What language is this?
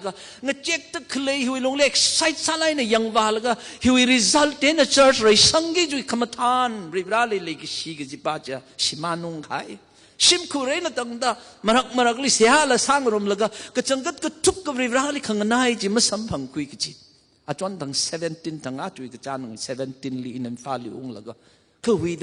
Tangkhul Naga (India)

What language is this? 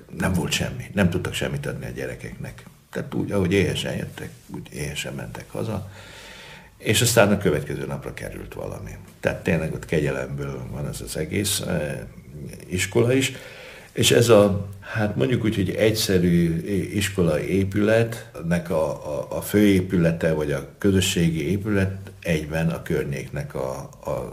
Hungarian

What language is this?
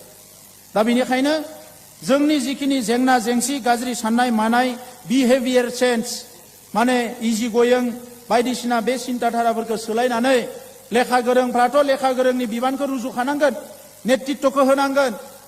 Bodo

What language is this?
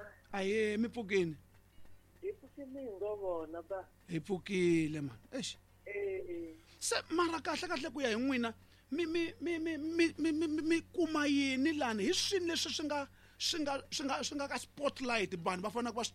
Tsonga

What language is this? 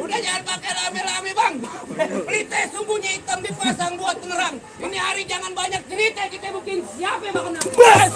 Betawi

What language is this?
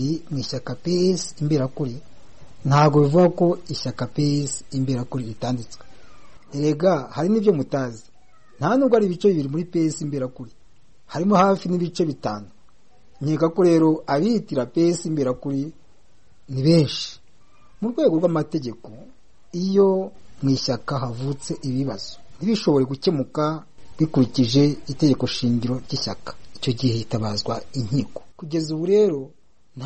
Kinyarwanda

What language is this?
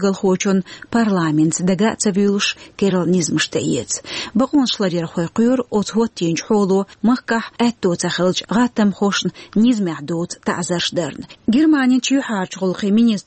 Chechen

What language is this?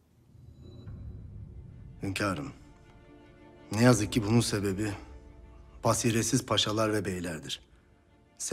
Turkish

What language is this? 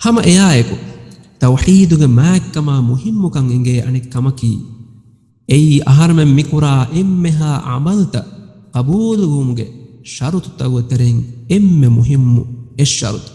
Divehi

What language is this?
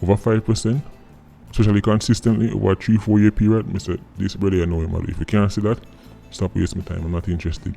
Jamaican Creole English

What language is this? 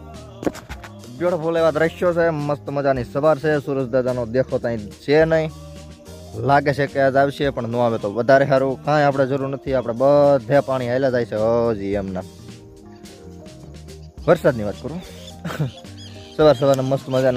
Gujarati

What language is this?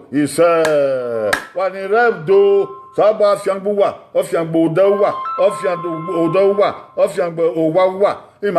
Bini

